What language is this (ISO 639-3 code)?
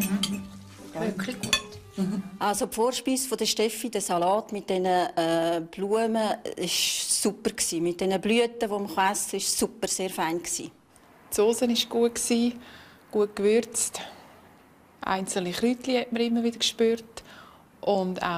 gsw